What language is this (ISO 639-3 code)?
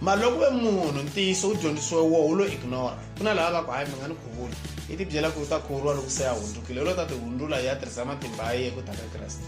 tso